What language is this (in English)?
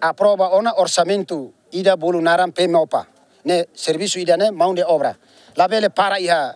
Tetum